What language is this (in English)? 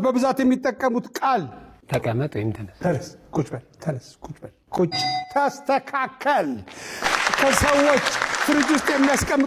Amharic